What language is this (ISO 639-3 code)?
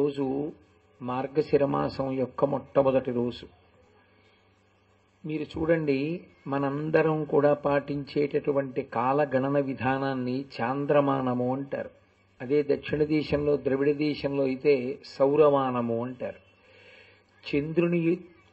tel